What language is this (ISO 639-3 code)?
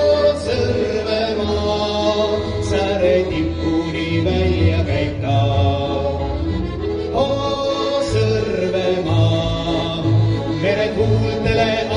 est